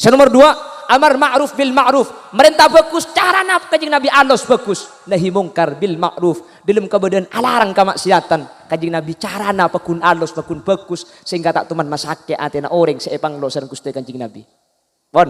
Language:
Madurese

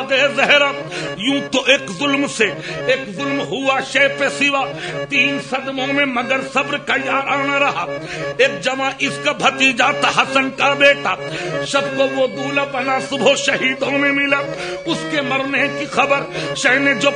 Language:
Urdu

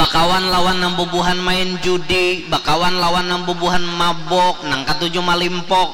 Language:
Banjar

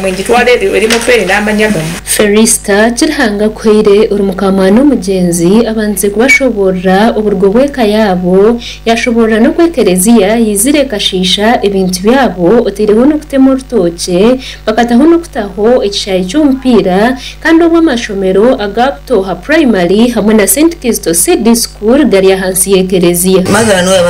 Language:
Nyankole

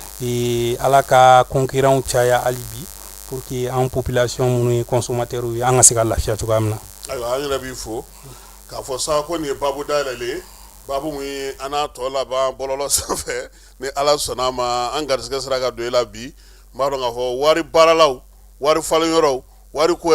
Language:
Bambara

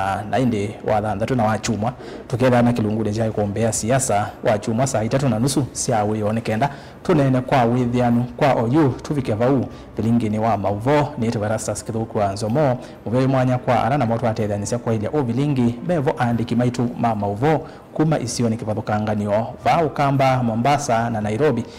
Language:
Kamba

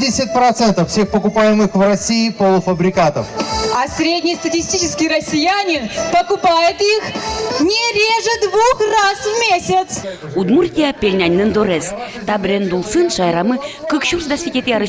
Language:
Udmurt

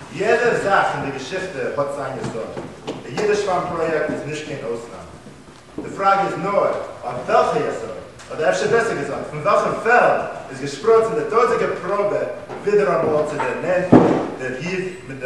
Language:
Yiddish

